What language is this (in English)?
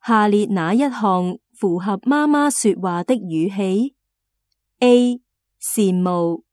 Cantonese